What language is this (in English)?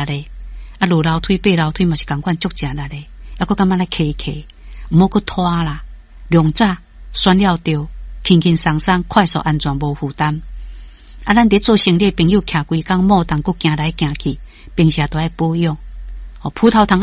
Min Nan Chinese